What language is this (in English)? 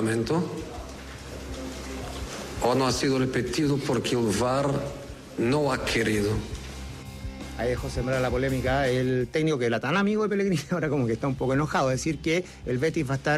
Spanish